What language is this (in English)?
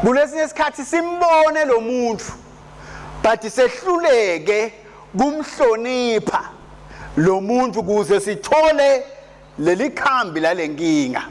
Swati